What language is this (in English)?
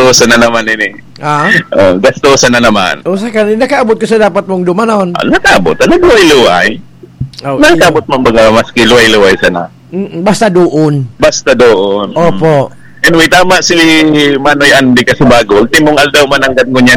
Bikol